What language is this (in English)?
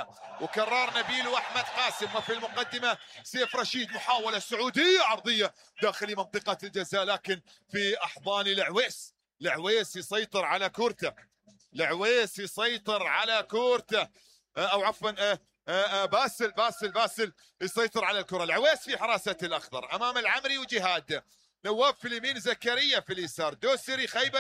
Mesopotamian Arabic